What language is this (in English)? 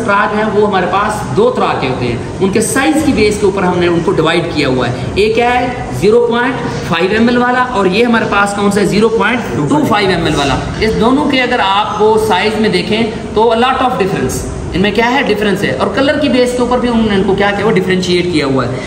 Hindi